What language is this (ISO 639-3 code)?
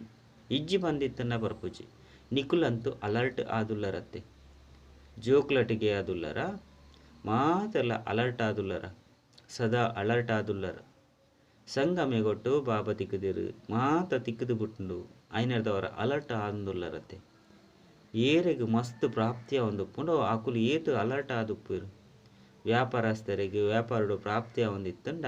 tcy